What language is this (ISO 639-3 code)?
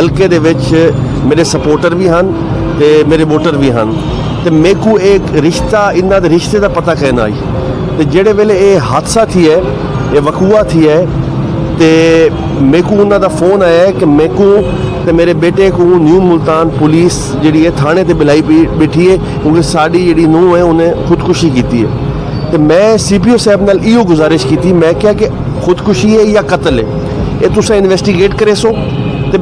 skr